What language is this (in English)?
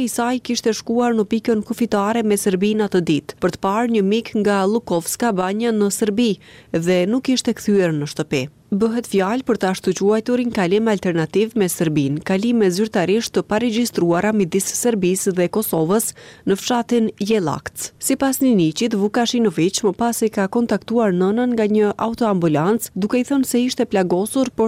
Albanian